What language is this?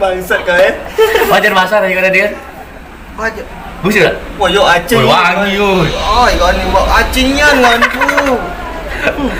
Musi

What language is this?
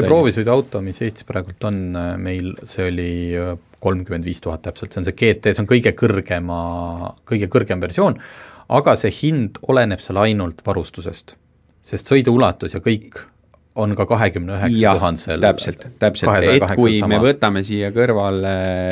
Estonian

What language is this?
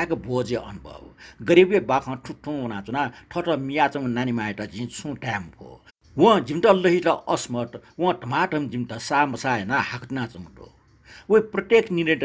Newari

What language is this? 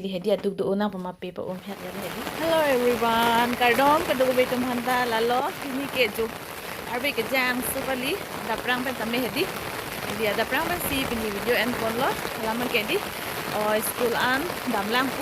Karbi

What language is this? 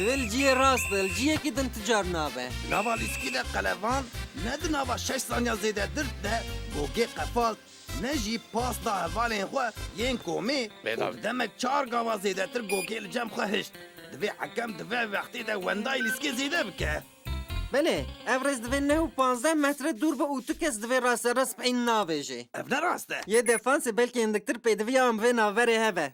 Kurdish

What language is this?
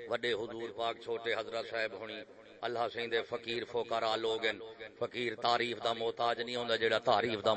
Saraiki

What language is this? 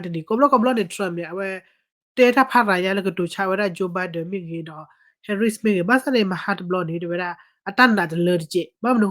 S'gaw Karen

